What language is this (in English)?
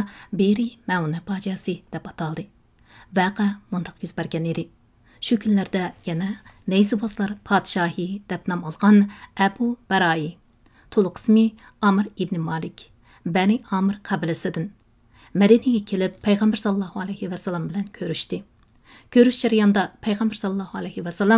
Uyghur